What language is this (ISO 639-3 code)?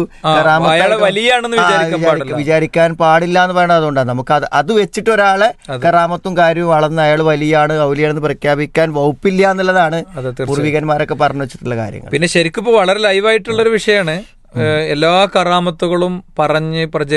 mal